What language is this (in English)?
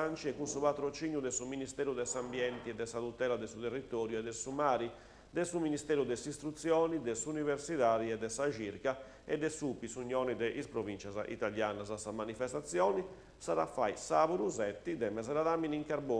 Sardinian